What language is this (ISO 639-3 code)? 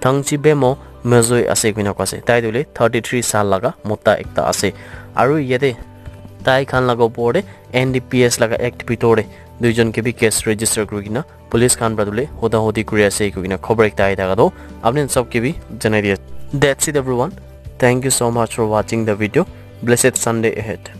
nag